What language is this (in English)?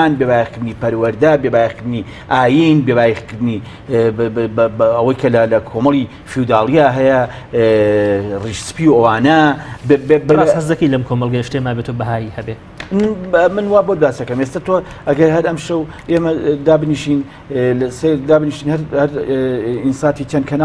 Central Kurdish